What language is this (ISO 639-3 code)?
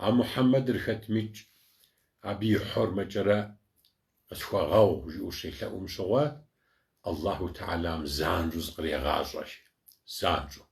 kbd